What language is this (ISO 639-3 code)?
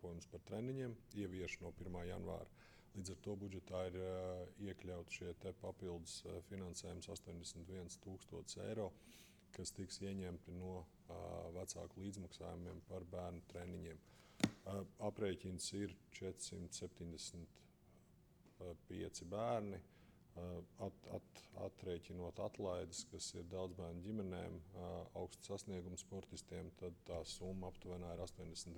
lav